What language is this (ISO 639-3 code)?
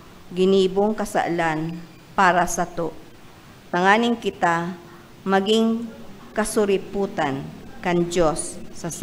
bik